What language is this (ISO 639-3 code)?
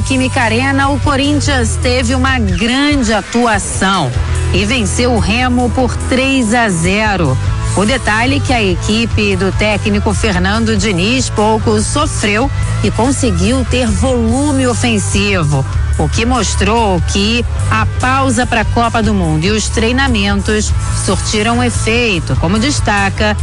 por